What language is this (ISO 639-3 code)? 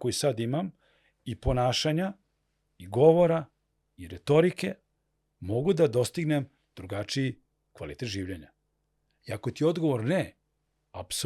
mkd